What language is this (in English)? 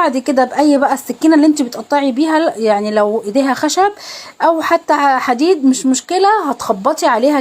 Egyptian Arabic